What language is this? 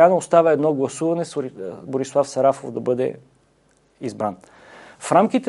Bulgarian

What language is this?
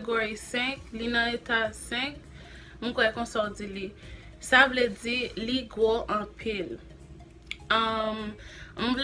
Haitian Creole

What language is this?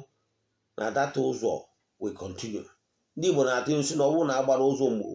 Igbo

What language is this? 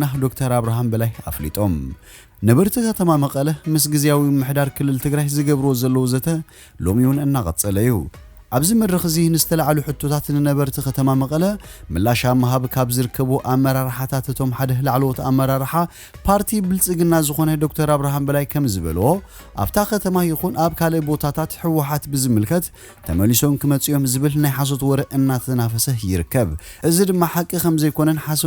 Tigrinya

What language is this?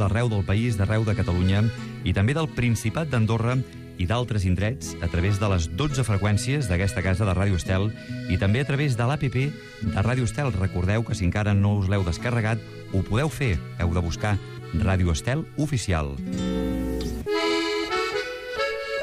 Catalan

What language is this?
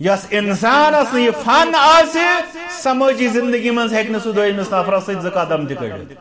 Kashmiri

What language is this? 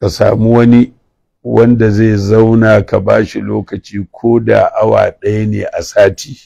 Hausa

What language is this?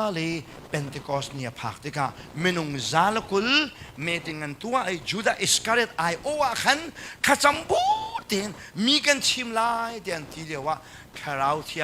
Hakha Chin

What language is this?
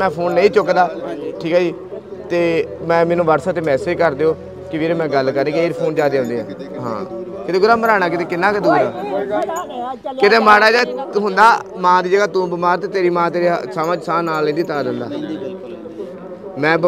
Punjabi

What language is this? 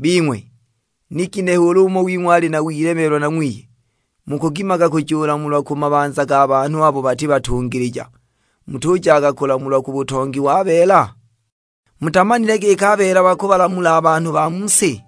Sukuma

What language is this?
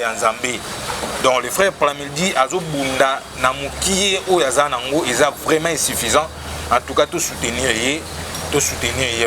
Lingala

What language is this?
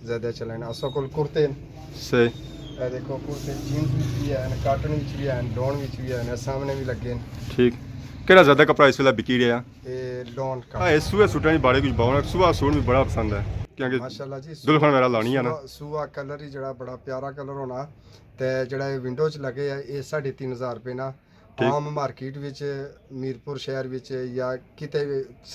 Pahari-Potwari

